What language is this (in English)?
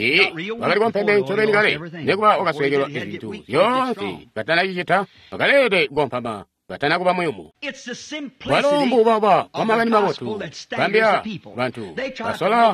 Tonga (Zambia)